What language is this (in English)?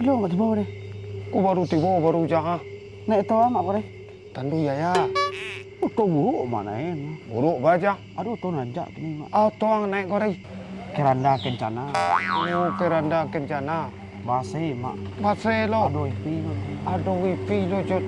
Minangkabau